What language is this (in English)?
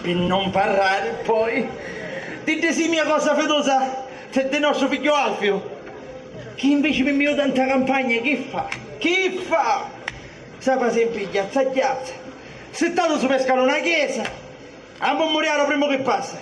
Sicilian